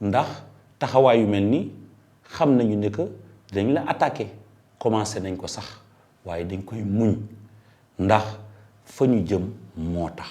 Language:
Wolof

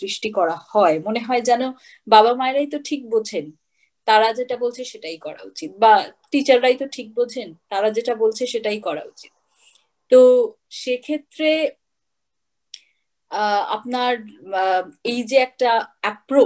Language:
Bangla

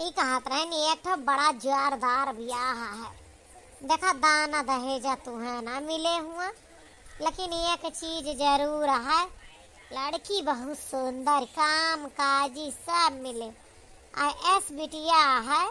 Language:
Awadhi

